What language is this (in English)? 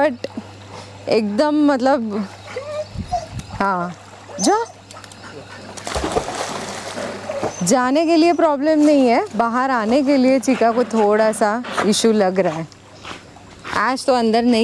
Hindi